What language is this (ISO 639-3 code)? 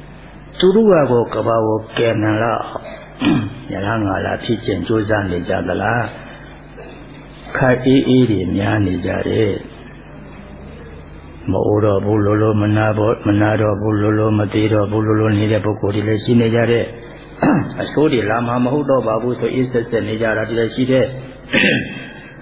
mya